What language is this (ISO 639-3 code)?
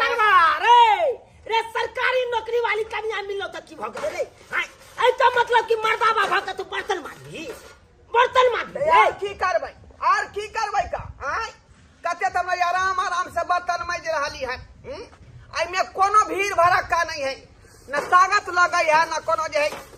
mai